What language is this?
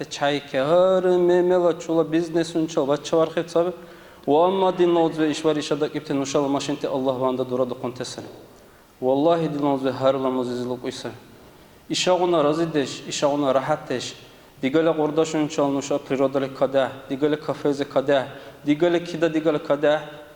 Dargwa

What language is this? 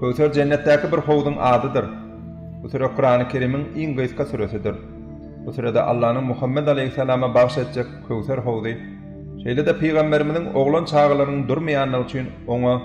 Turkmen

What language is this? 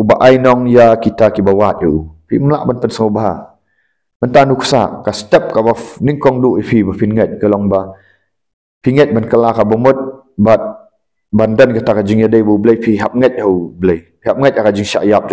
Khasi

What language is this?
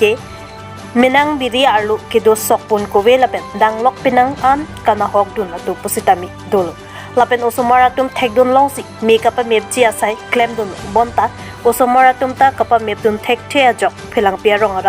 Karbi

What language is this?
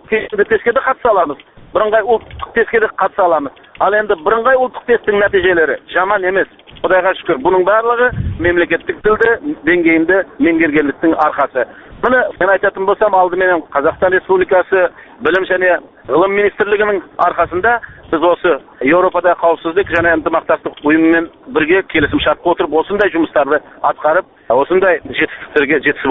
Kazakh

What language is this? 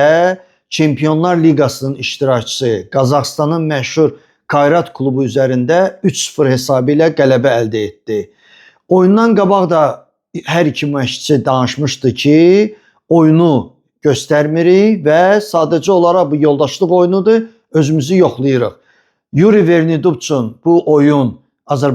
Azerbaijani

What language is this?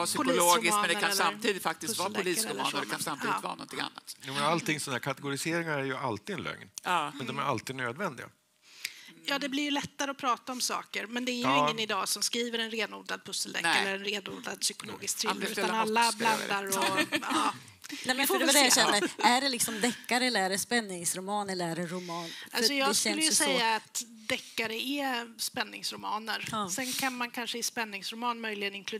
Swedish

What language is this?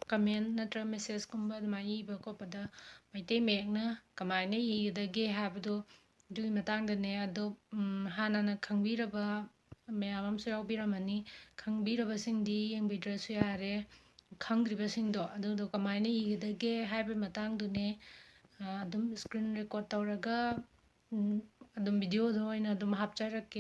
Manipuri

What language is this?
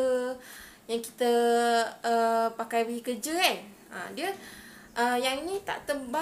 Malay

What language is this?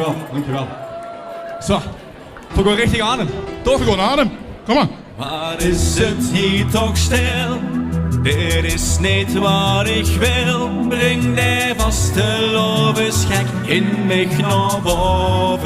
Limburgish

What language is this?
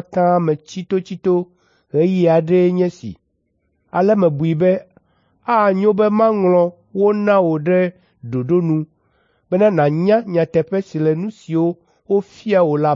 Ewe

